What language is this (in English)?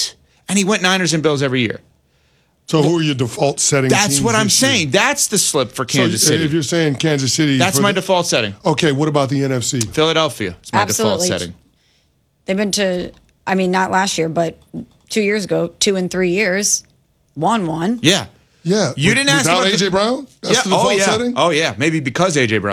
English